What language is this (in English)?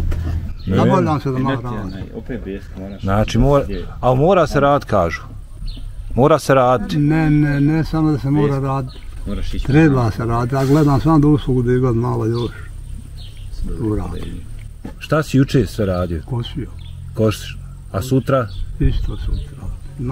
Bosnian